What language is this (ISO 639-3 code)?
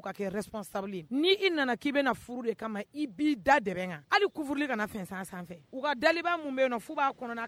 bam